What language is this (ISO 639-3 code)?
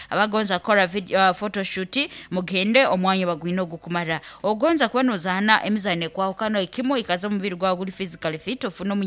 nyn